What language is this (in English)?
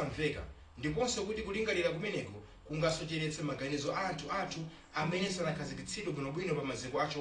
Nyanja